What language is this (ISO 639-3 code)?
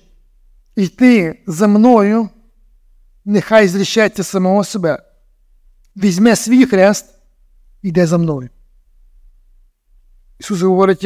ukr